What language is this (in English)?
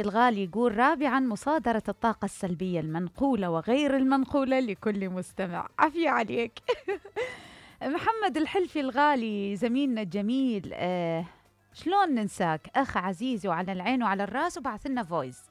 Mesopotamian Arabic